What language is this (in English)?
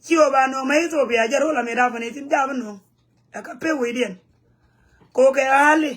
Nuer